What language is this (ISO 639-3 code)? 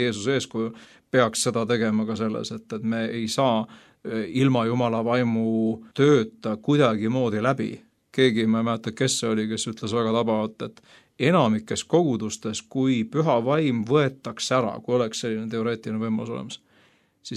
est